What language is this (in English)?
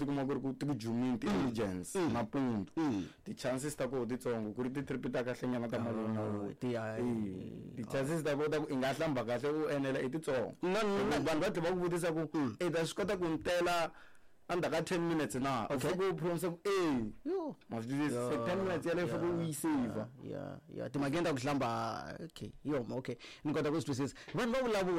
Tsonga